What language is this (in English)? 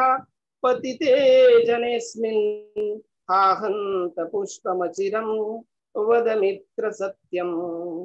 Sanskrit